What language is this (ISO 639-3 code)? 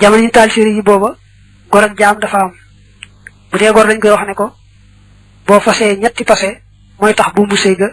wol